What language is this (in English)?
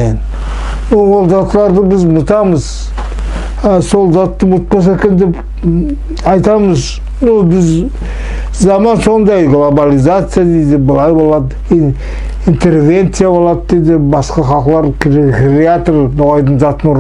Nogai